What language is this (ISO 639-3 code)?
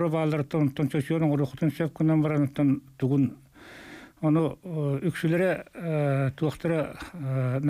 sah